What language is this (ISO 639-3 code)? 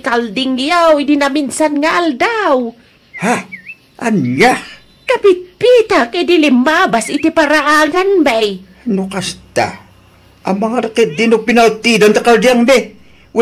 ilo